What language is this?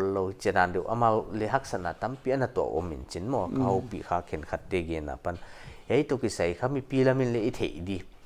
Paite Chin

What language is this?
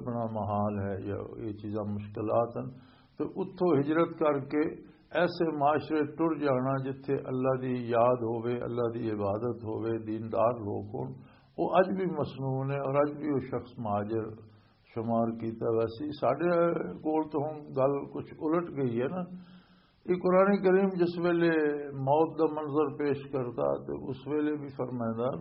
Western Panjabi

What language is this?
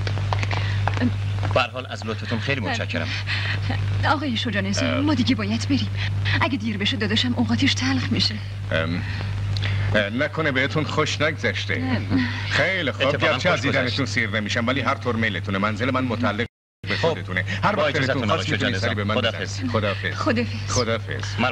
Persian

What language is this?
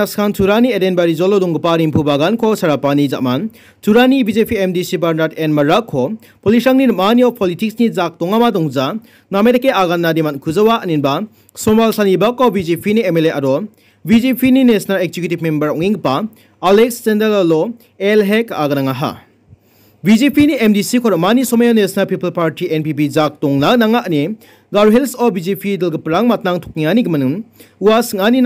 Garo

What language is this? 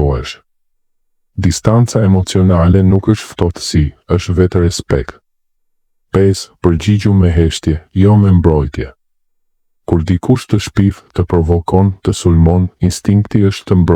Albanian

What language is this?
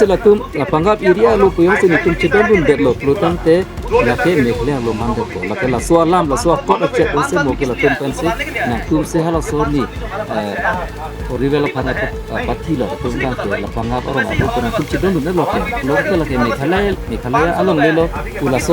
Karbi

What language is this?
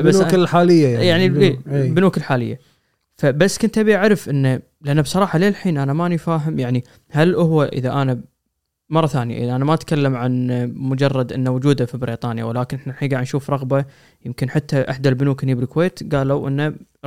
Gulf Arabic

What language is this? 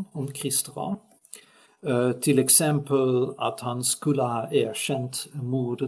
Swedish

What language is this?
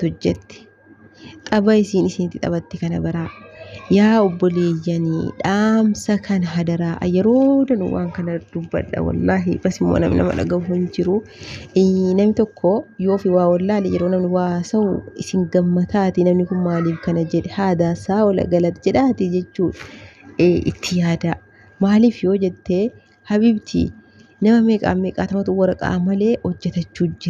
Oromo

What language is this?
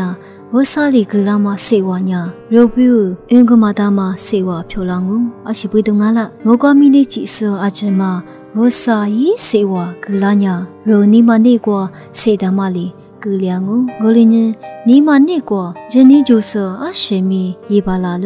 Lisu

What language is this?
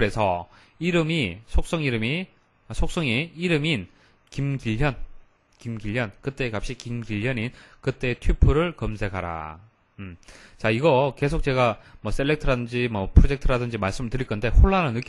Korean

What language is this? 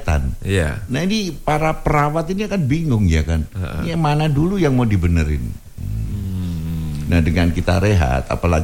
Indonesian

